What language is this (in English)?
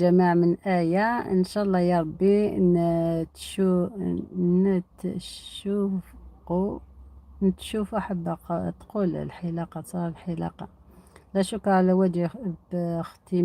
Algerian Arabic